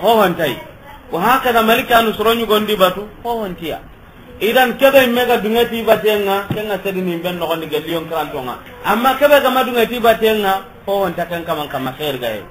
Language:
Soninke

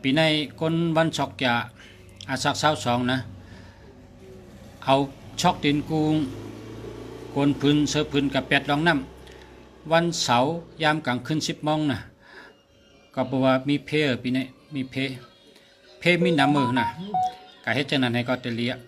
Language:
Shan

